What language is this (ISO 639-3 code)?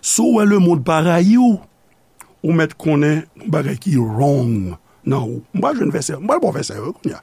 hat